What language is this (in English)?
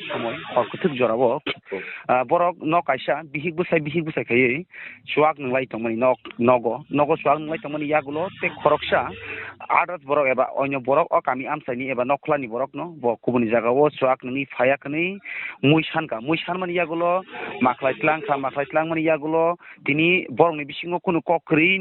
Kok Borok